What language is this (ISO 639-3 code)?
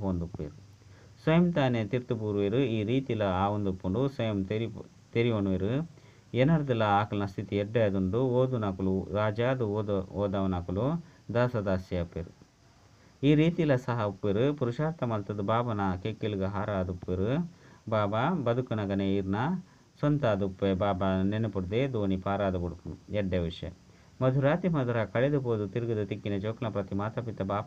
tcy